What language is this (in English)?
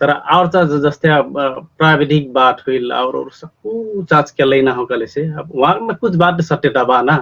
Dangaura Tharu